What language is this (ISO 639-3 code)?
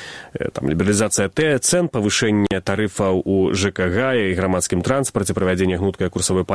bel